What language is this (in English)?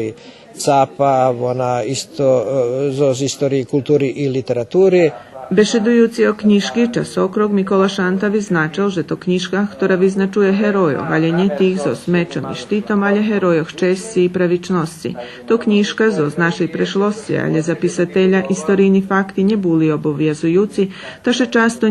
Rusyn